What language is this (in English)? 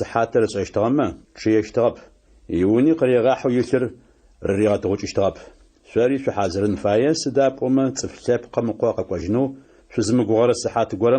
Adyghe